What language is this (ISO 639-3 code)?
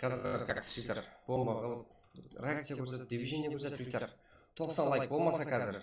kaa